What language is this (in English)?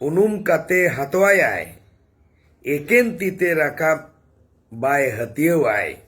Santali